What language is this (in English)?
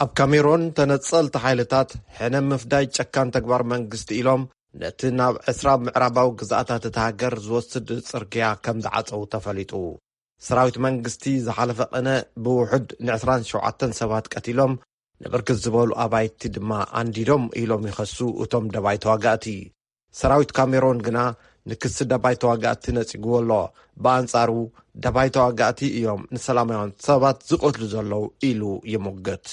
Tigrinya